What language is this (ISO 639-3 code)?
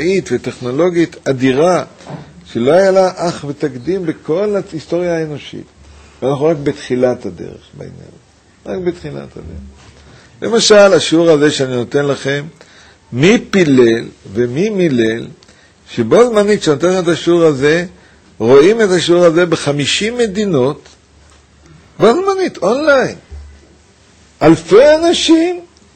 heb